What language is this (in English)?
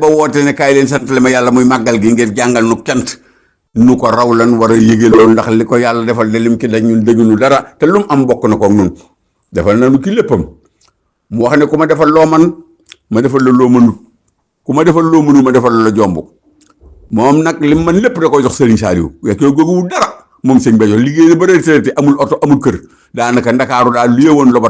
Wolof